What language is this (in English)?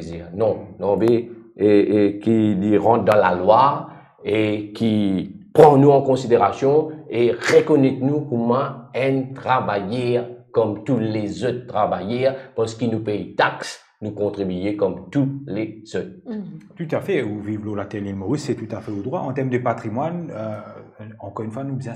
Morisyen